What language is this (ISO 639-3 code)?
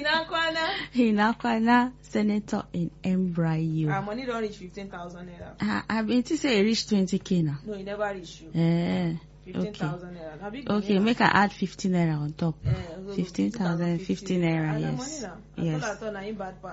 pcm